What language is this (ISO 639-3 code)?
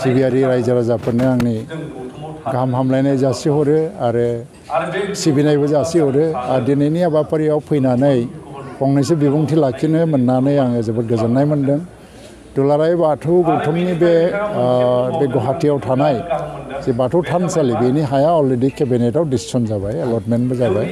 brx